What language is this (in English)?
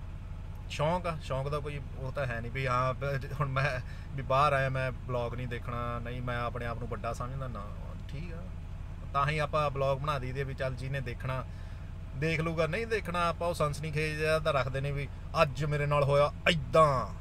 Punjabi